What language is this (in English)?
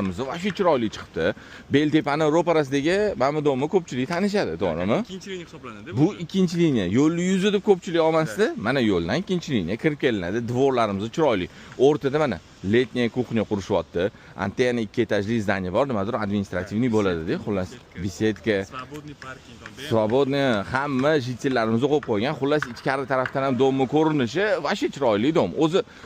Uzbek